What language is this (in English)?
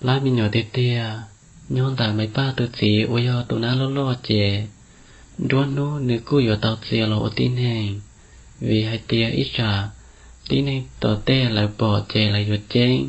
Hmong